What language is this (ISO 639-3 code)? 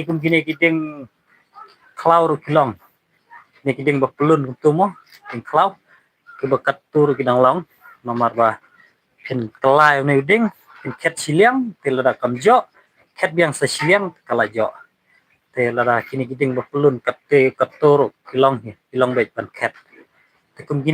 kha